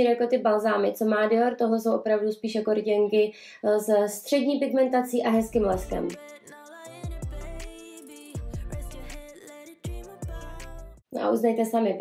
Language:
Czech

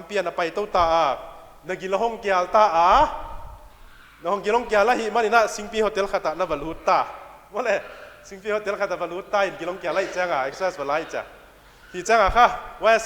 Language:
Paite Chin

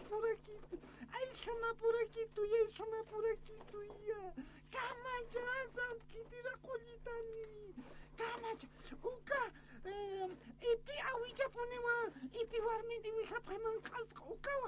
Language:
Aymara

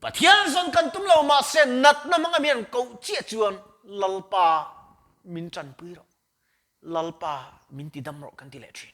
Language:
Mizo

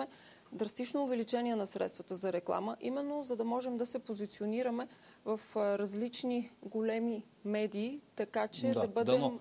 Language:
Bulgarian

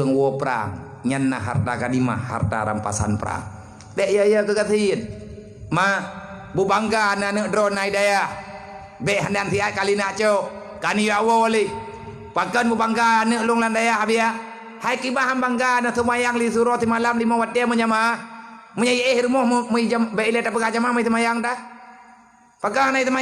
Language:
Achinese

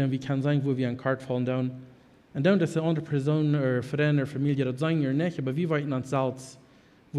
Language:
Plautdietsch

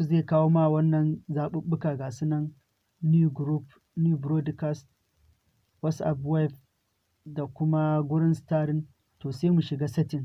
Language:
Hausa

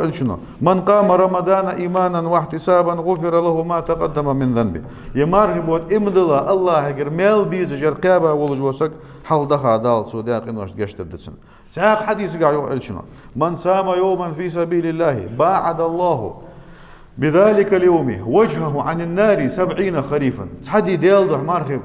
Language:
Ingush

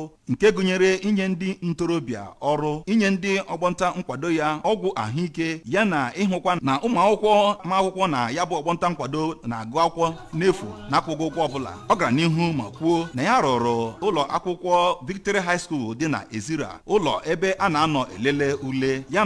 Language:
Igbo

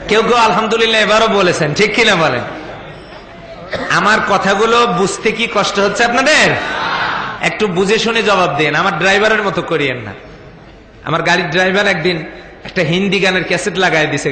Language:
Bangla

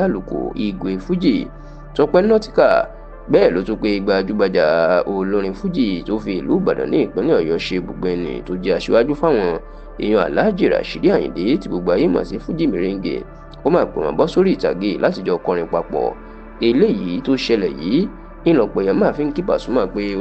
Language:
Yoruba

